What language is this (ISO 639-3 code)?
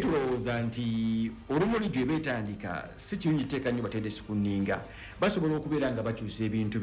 lug